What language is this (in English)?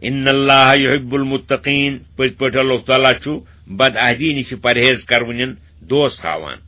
Kashmiri